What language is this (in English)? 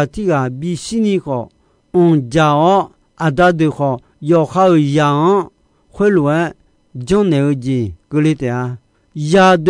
Akha